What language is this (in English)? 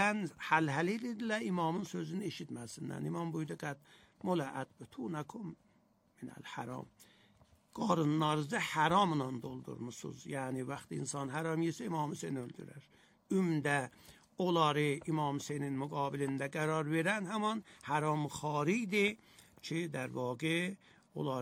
Azerbaijani